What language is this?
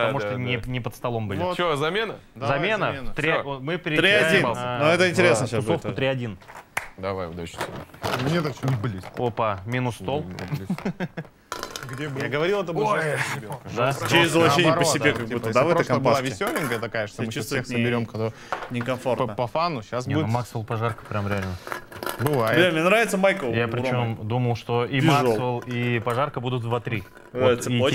Russian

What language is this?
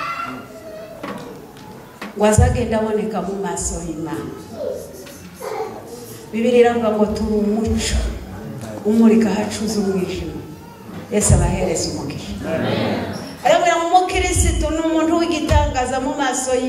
Kinyarwanda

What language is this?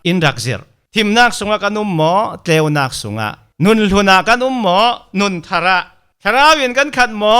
Falam Chin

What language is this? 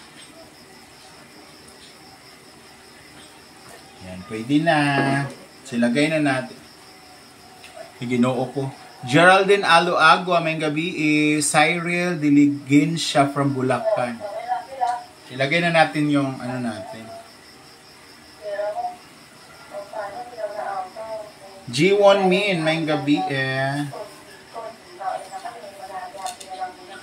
Filipino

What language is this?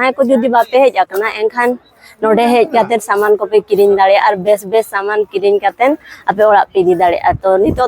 Santali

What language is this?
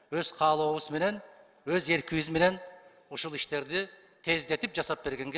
Kyrgyz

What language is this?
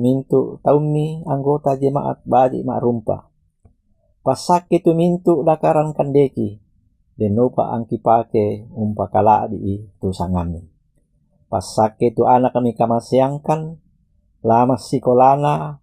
Toraja-Sa'dan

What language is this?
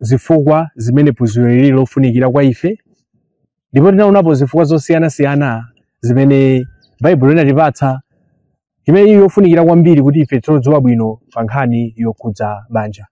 Nyanja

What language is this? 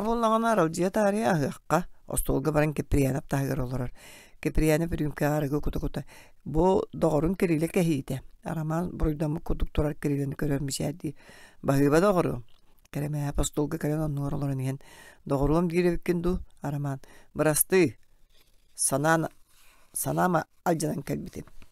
Yakut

